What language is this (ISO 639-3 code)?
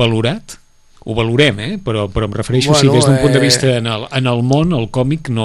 cat